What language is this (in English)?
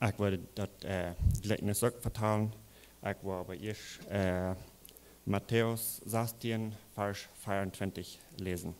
Plautdietsch